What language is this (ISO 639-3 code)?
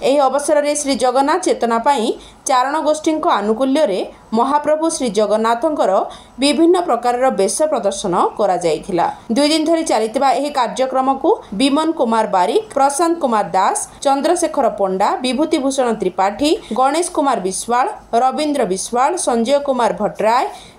ori